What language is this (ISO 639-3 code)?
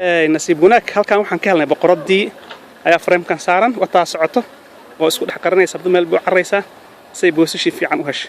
som